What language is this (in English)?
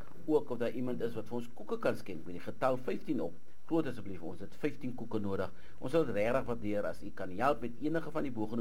Afrikaans